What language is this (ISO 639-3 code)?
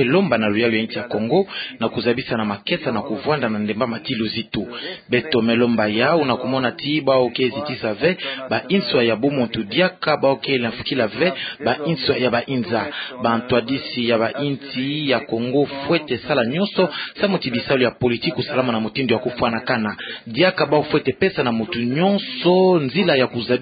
ktu